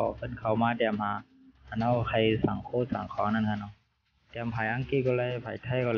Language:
Shan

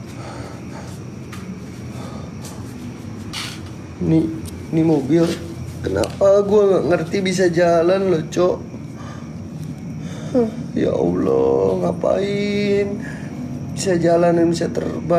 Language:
Indonesian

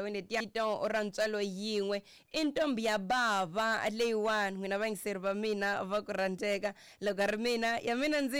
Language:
Tsonga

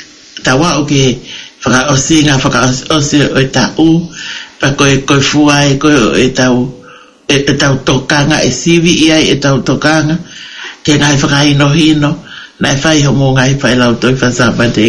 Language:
Tongan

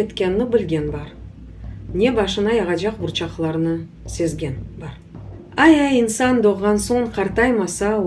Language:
Crimean Tatar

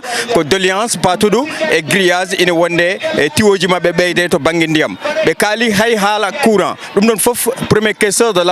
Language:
Fula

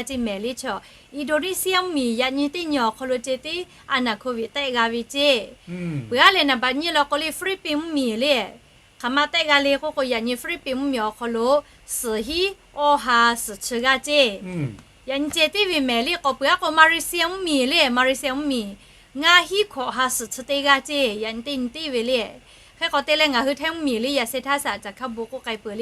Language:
Lahu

